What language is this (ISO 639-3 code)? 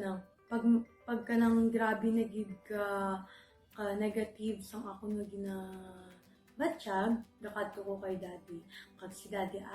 hil